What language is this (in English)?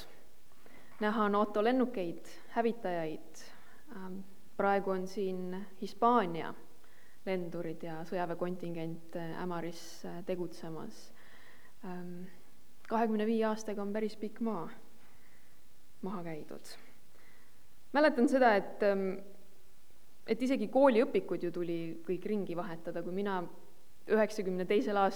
Estonian